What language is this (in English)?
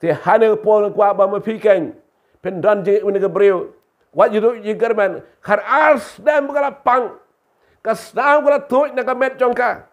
Khasi